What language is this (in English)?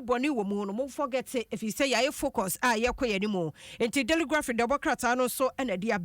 Akan